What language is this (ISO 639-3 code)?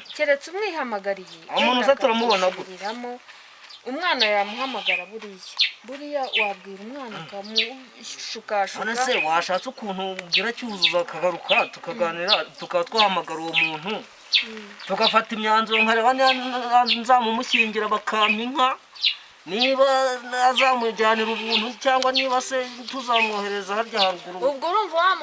kin